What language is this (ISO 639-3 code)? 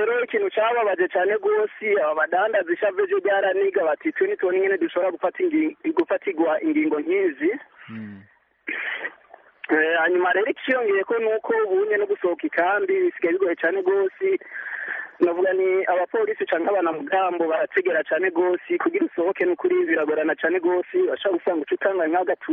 kin